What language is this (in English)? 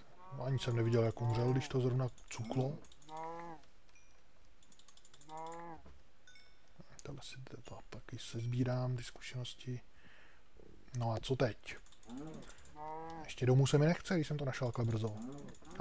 Czech